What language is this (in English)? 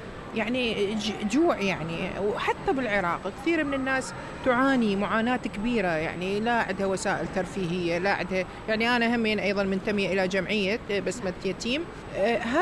Mesopotamian Arabic